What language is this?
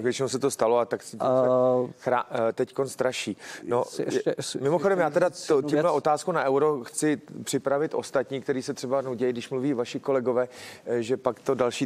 Czech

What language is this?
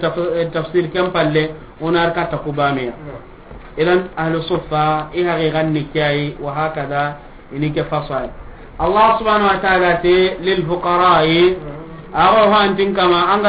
Soninke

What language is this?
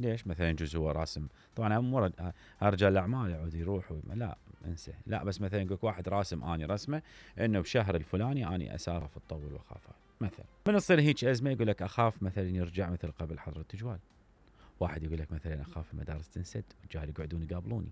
Mesopotamian Arabic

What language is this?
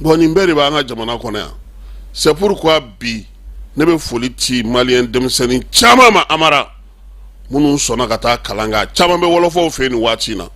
Bambara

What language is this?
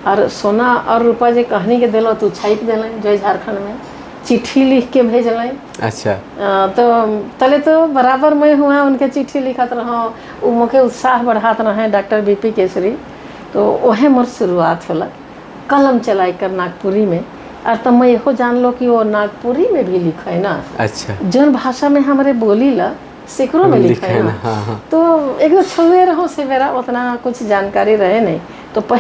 Sadri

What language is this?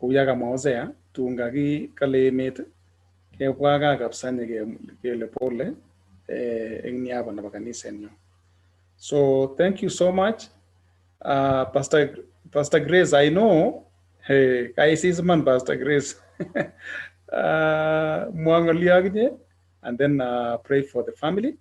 Kalenjin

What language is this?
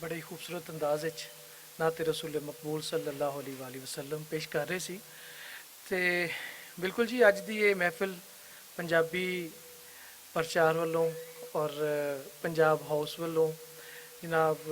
Western Panjabi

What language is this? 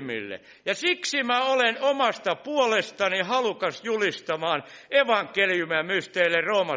Finnish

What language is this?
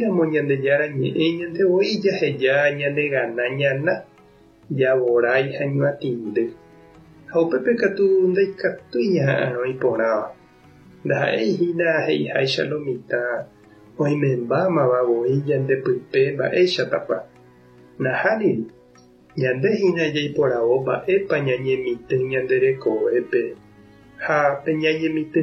Guarani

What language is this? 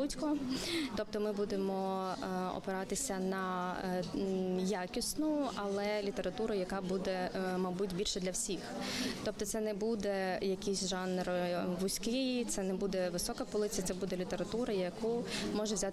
Ukrainian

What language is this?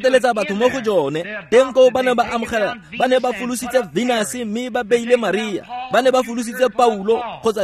Tswana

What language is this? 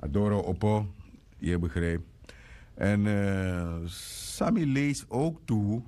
Sranan Tongo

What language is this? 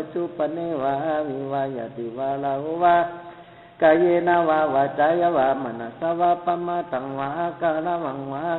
Pali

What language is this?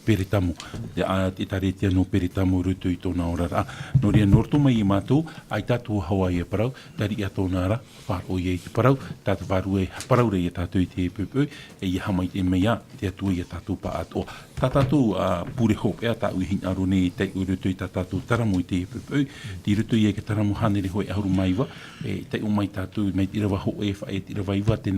Tahitian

